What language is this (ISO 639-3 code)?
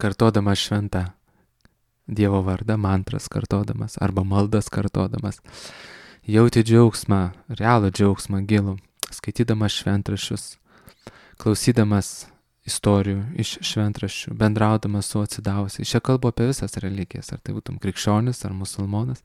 lit